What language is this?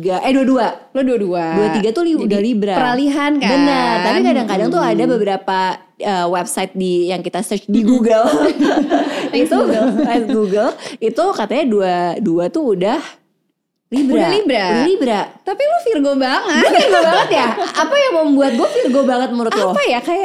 Indonesian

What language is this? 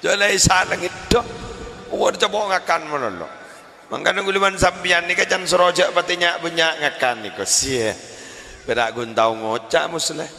Madurese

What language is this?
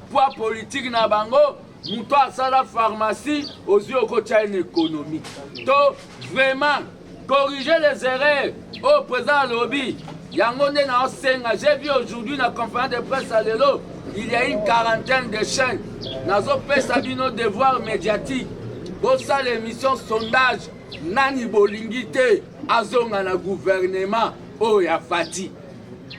Lingala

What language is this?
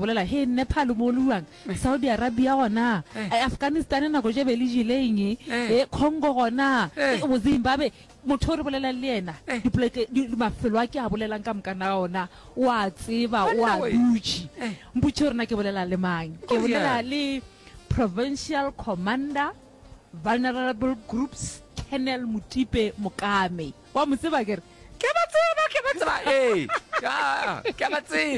Northern Sotho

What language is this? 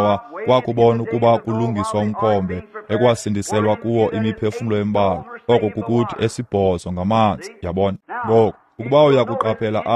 Xhosa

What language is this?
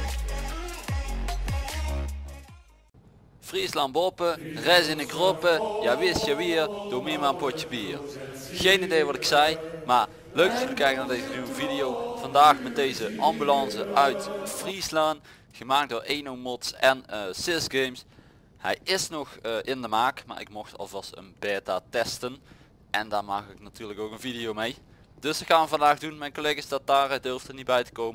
Dutch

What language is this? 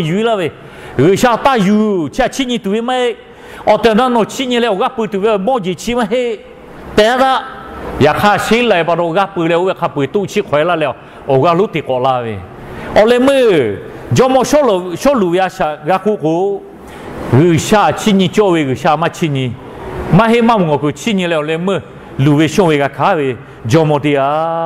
Lahu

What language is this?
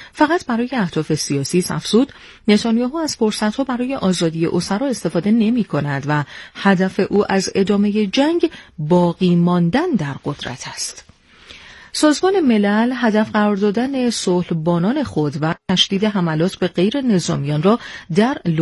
Persian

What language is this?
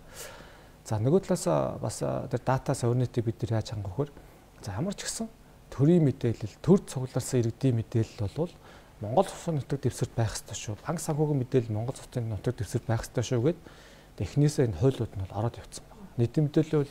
Mongolian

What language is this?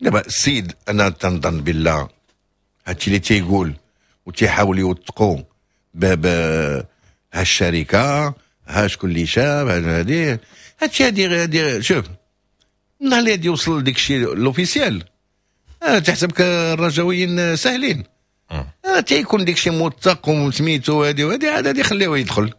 Moroccan Arabic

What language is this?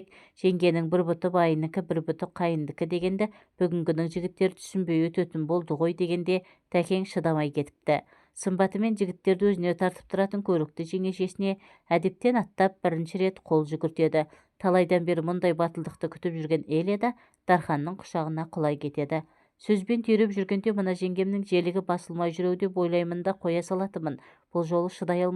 Kazakh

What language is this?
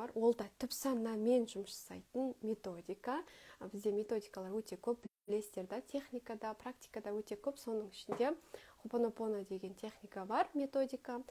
Kazakh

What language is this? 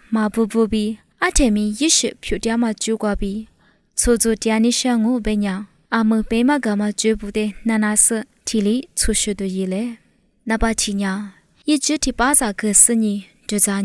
Lisu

